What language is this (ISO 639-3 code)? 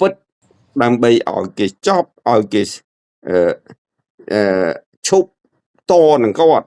khm